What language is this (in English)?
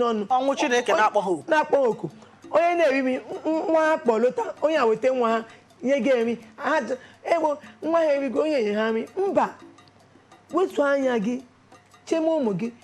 Igbo